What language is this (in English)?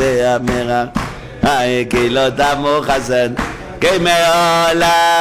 Hebrew